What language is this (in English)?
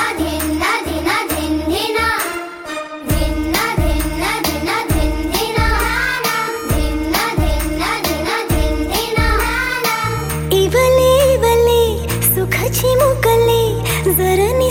Marathi